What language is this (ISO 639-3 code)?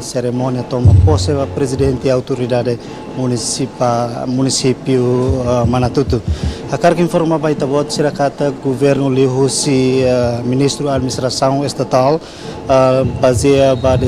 tet